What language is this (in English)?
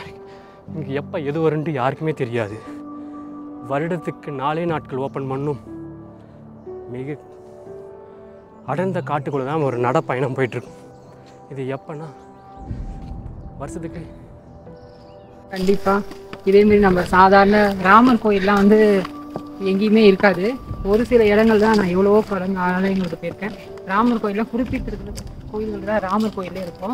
Tamil